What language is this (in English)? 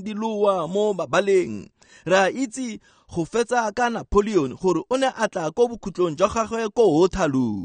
Tswana